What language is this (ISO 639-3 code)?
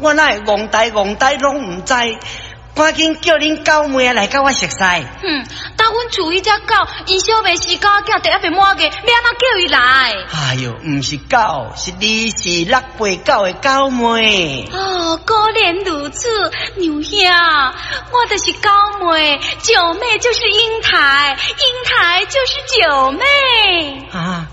nan